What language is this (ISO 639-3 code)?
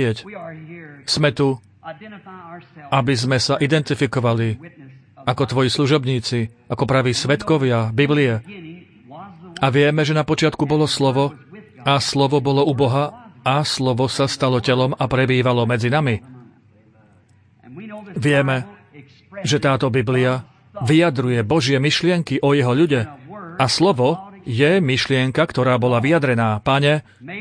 slk